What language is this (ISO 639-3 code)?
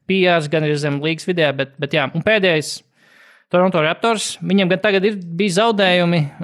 lav